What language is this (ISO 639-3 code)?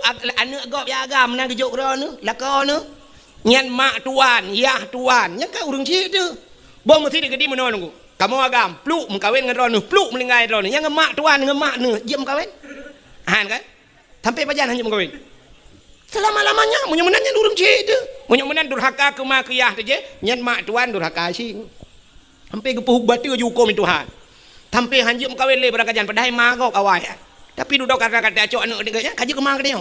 ace